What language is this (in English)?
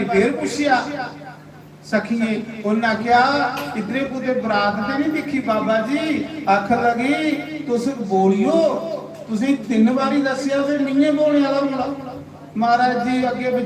Dogri